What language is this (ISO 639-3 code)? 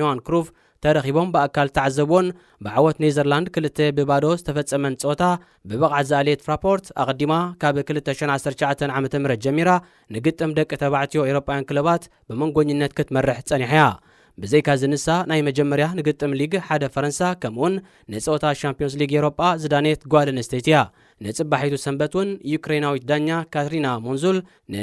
tir